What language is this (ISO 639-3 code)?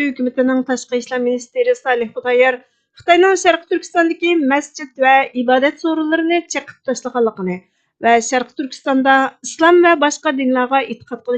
uig